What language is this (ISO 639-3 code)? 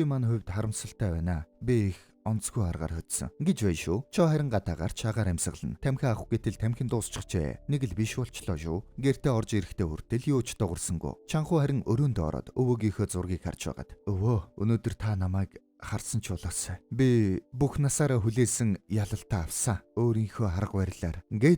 mon